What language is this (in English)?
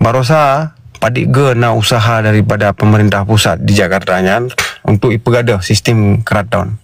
Achinese